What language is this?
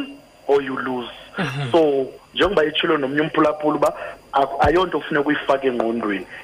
Xhosa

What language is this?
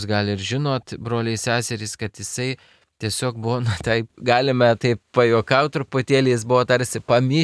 Lithuanian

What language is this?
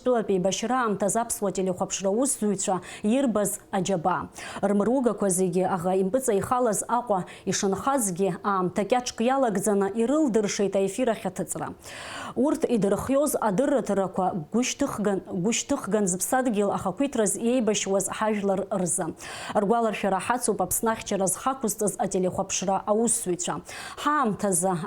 Abkhazian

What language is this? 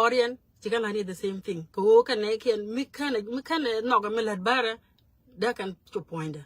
Nuer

